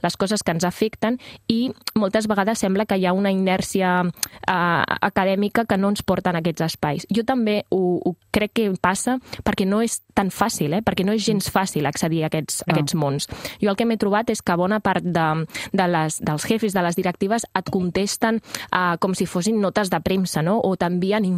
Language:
Catalan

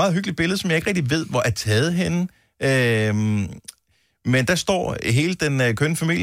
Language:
Danish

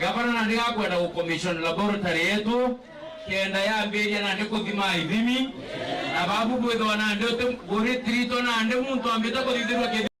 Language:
Meru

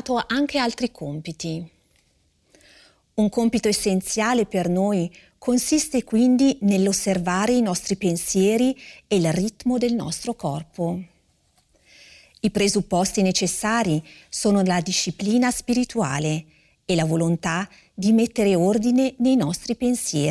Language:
Italian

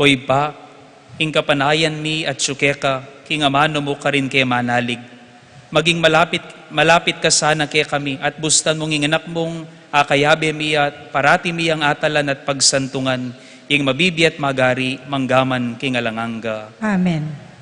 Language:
Pampanga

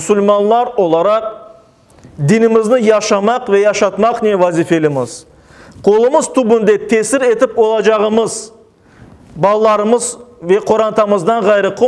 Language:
Crimean Tatar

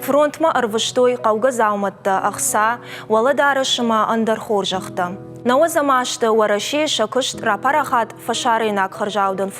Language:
Ossetic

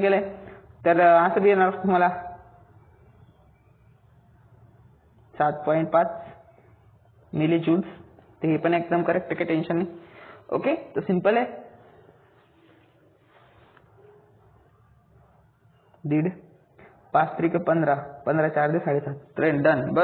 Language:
Marathi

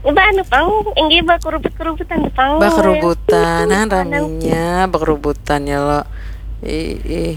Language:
Banjar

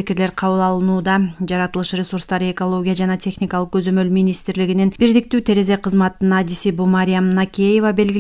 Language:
Kyrgyz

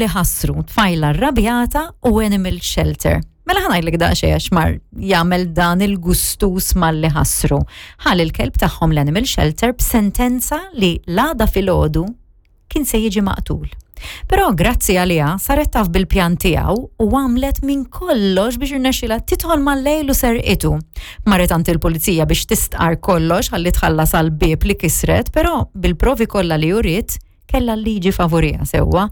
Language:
Maltese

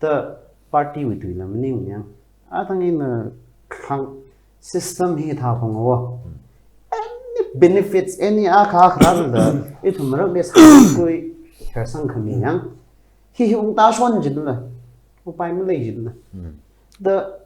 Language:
Tangkhul Naga (India)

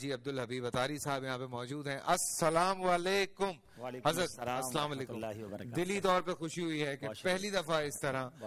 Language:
Urdu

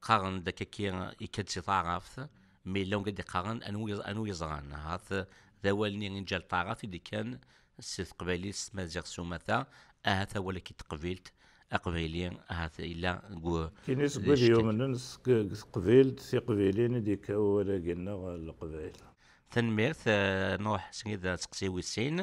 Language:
Kabyle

